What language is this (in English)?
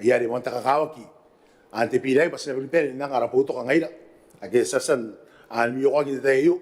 Gilbertese